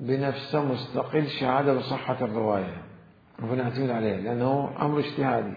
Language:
Mesopotamian Arabic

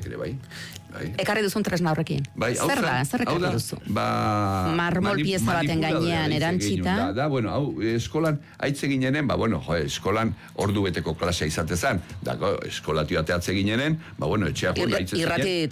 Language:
Basque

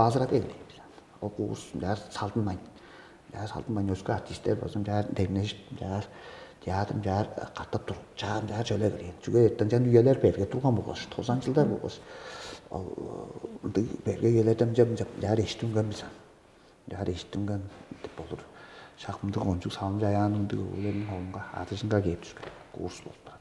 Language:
Tuvinian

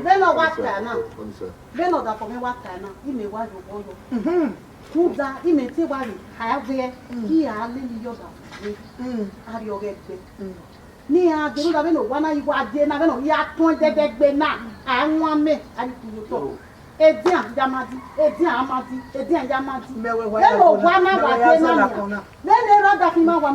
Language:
Bini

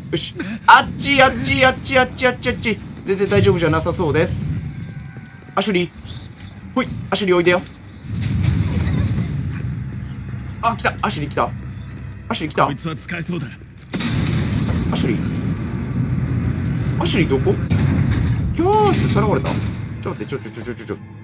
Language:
Japanese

